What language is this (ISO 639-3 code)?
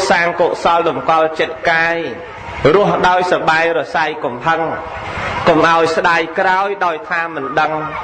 khm